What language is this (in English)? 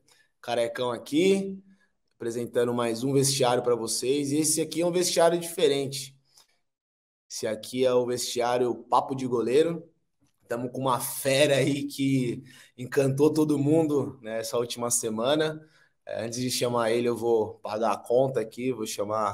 Portuguese